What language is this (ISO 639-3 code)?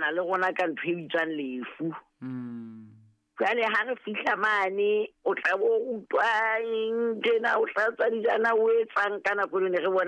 sot